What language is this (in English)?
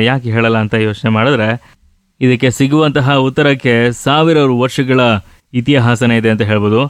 Kannada